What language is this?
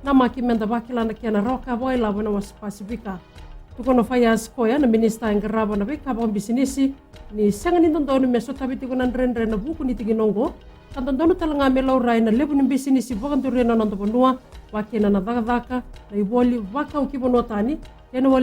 Fijian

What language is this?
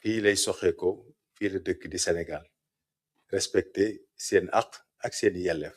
Wolof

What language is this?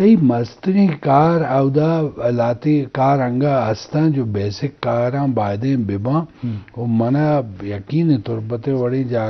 Eastern Balochi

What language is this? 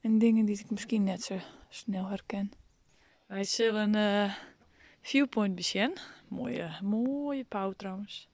Western Frisian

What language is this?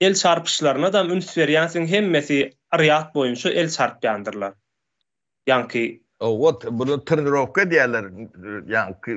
Turkmen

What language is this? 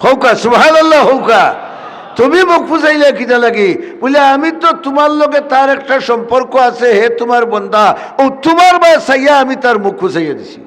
Sylheti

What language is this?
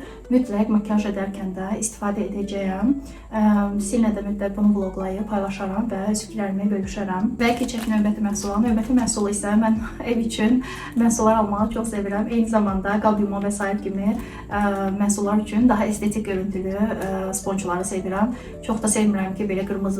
Azerbaijani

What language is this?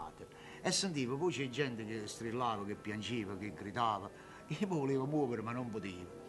Neapolitan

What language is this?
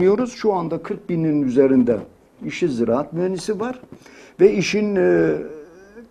Turkish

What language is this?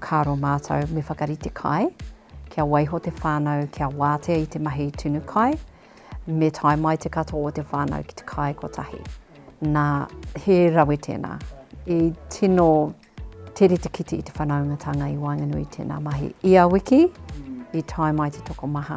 Māori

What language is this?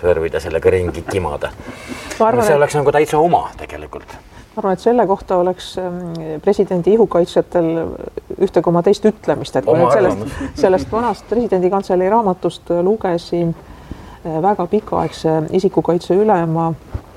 Estonian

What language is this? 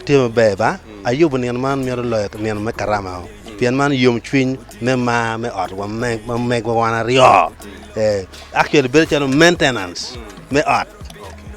Acoli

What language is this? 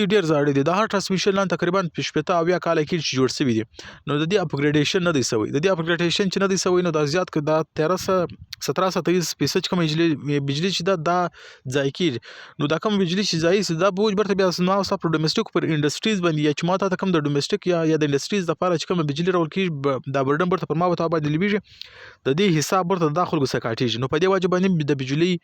Pashto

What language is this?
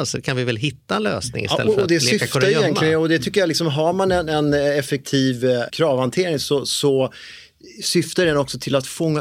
Swedish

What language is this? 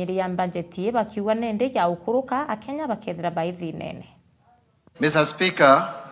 Meru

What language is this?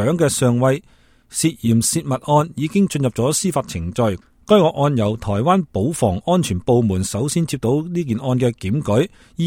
Cantonese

